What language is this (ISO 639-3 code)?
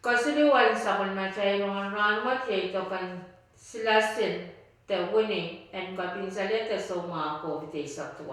pon